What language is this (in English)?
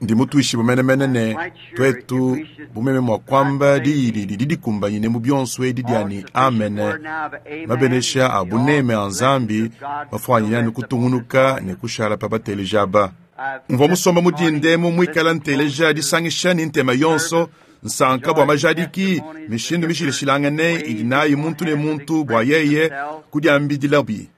Luba-Lulua